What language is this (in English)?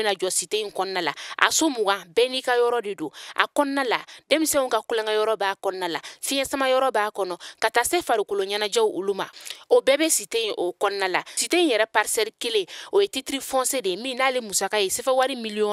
Bambara